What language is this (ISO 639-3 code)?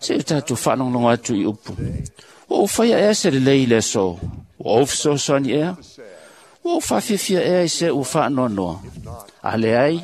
smo